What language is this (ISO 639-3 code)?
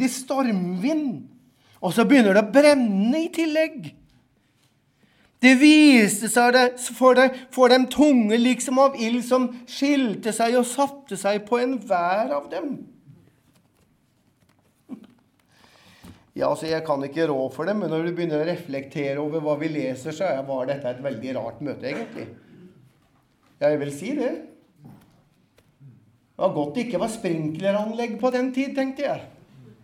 nor